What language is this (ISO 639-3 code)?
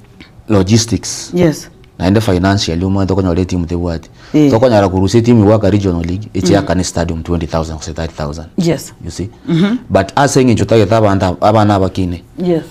guz